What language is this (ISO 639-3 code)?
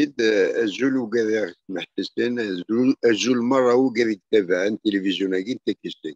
kab